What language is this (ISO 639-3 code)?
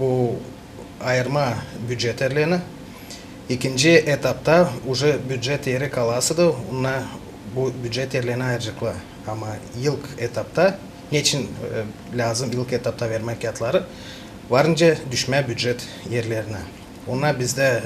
gag